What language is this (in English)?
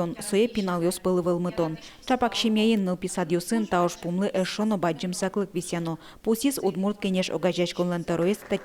Udmurt